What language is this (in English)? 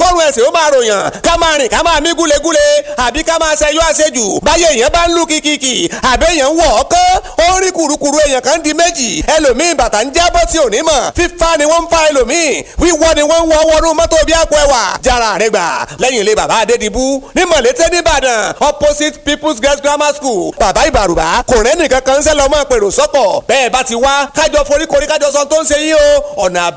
Yoruba